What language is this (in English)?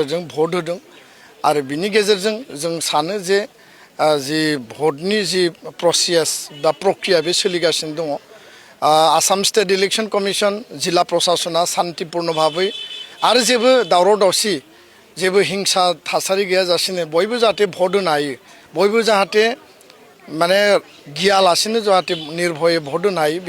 Bodo